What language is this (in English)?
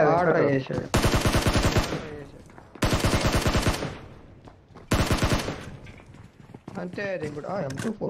Telugu